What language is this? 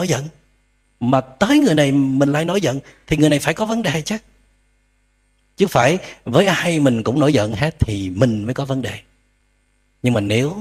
Vietnamese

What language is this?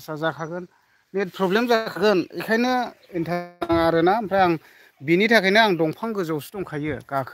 Bodo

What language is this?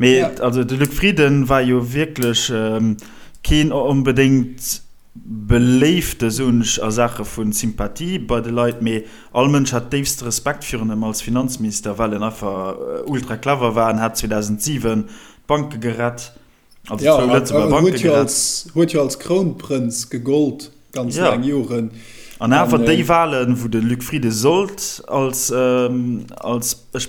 Luxembourgish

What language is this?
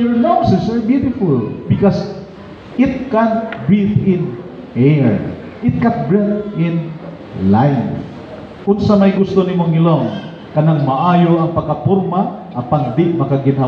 Cebuano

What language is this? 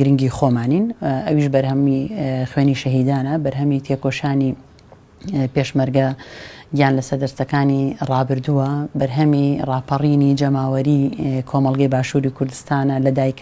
Central Kurdish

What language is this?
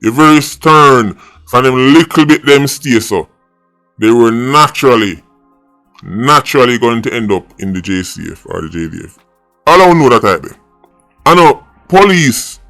Jamaican Creole English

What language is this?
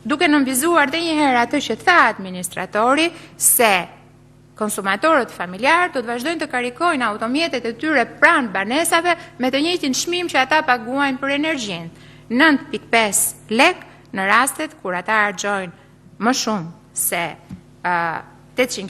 Albanian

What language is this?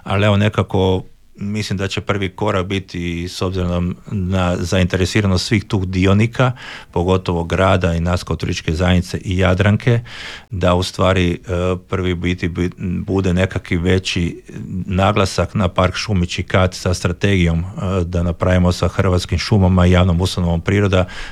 Croatian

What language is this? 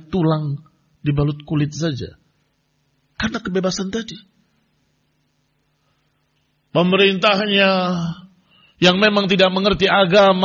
Indonesian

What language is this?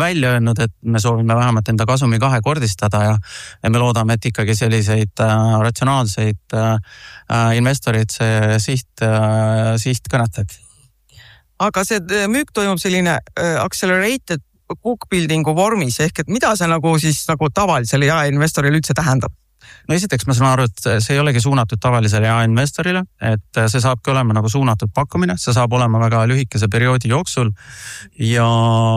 Estonian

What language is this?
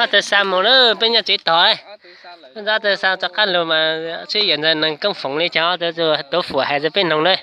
Hmong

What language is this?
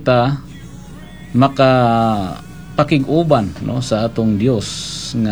Cebuano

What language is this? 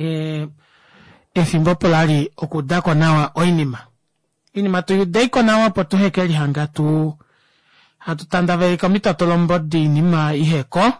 Kuanyama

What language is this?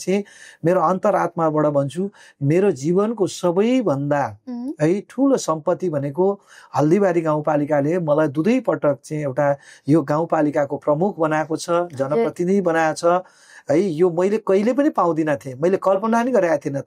Nepali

